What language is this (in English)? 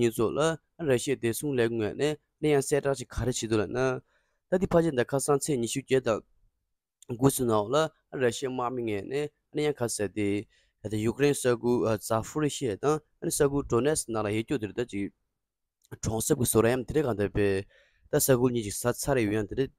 Tibetan